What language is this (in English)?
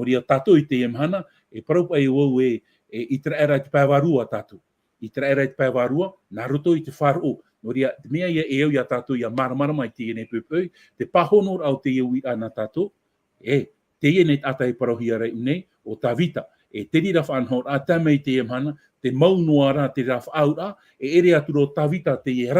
Tahitian